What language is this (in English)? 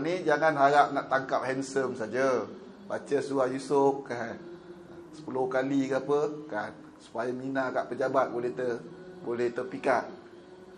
Malay